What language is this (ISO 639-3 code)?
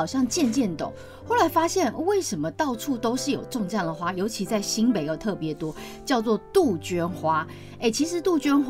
zho